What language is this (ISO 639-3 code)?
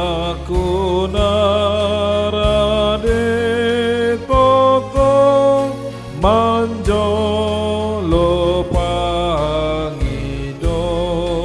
bbc